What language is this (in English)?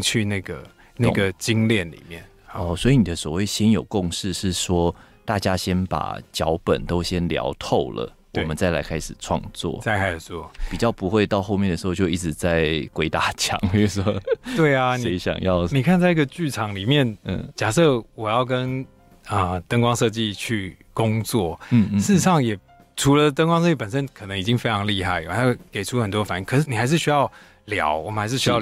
Chinese